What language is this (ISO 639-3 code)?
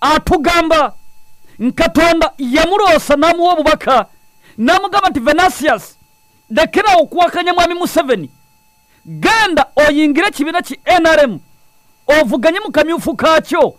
lug